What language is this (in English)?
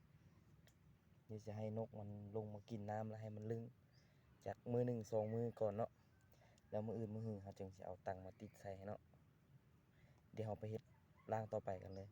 Lao